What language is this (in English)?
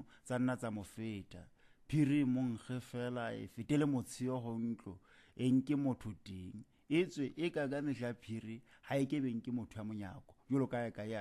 Southern Sotho